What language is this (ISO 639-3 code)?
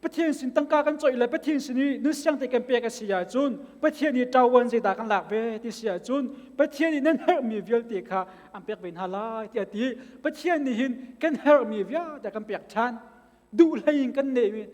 cnh